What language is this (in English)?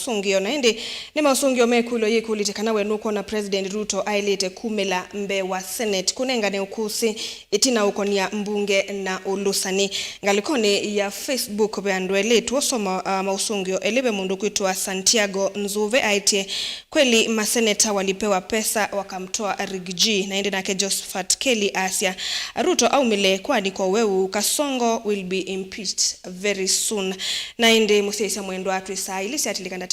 Kamba